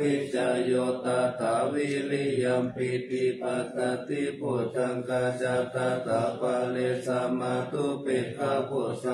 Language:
Pali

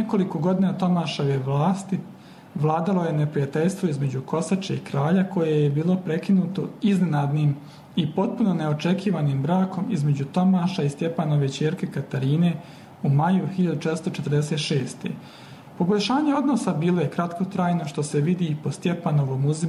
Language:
Bosnian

